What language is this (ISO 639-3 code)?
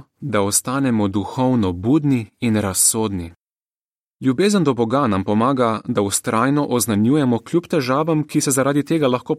slv